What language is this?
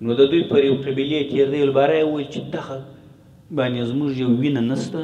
Pashto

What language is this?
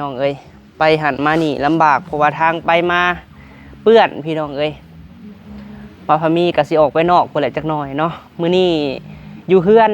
Lao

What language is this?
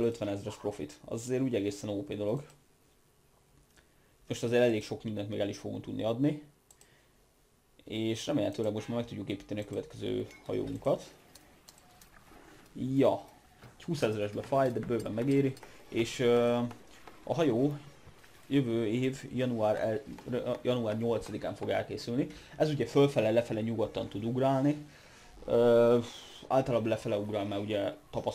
Hungarian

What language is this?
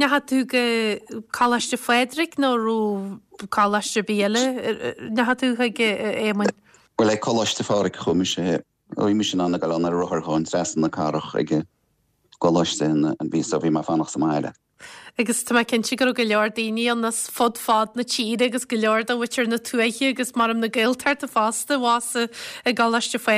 Irish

